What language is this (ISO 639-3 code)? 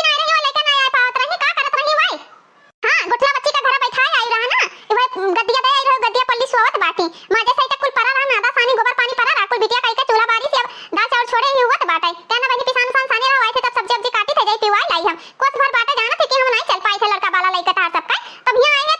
awa